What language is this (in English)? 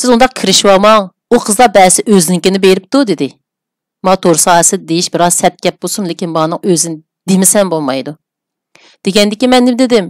Uyghur